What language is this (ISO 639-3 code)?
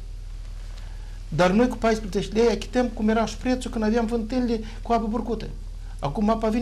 ron